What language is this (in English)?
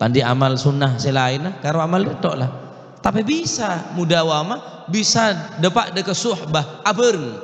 Madurese